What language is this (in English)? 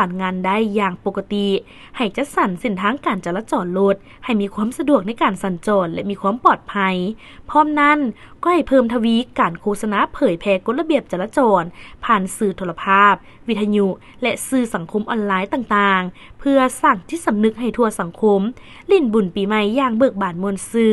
Lao